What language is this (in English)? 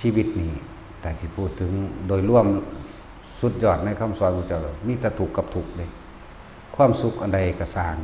Northeastern Thai